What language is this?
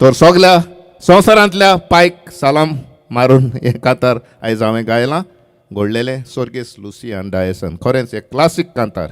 Konkani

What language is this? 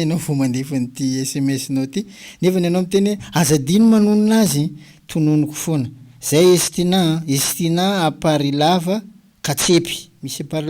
Malagasy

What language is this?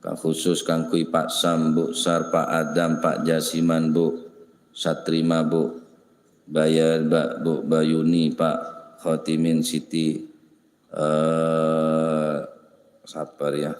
Madurese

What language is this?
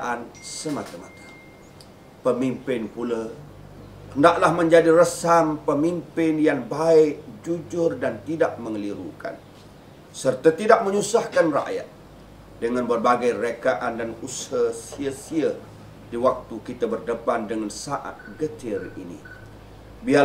Malay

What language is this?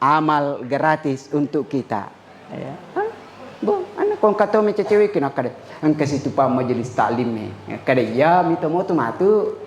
Buginese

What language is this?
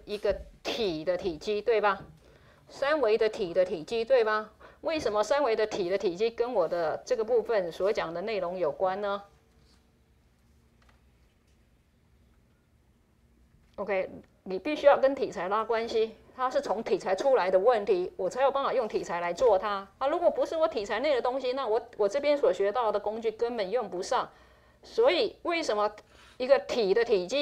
Chinese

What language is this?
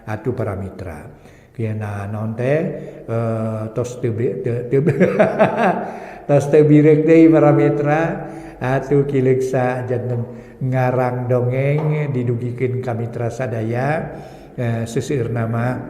Sundanese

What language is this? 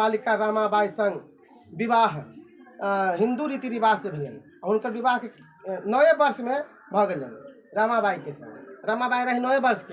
Maithili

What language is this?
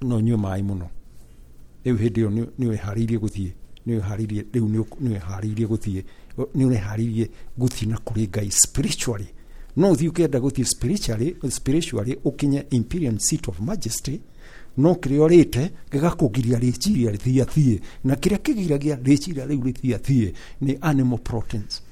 Kikuyu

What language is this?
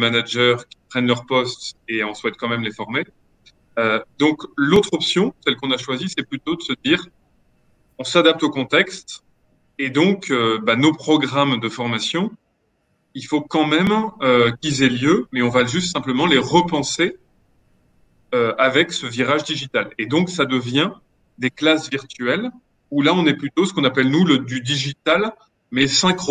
French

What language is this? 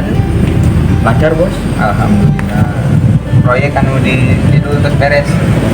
Sundanese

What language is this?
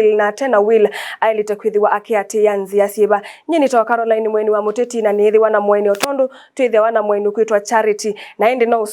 Kamba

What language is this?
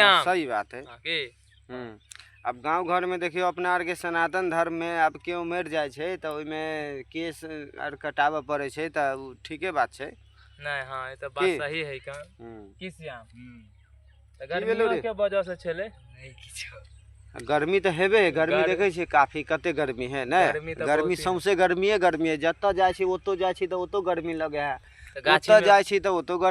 Maithili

